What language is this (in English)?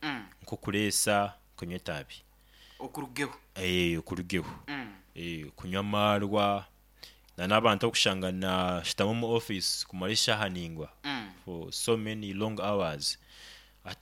Nyoro